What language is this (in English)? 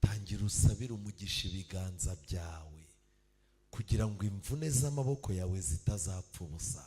Kinyarwanda